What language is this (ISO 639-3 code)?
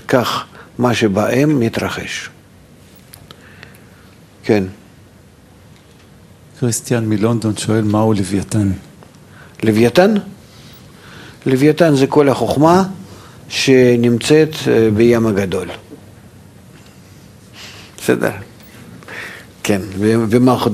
heb